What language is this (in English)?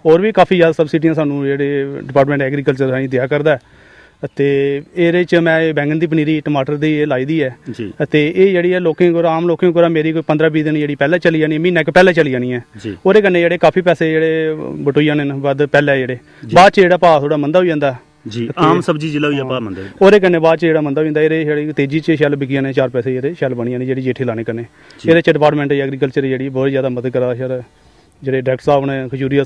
Dogri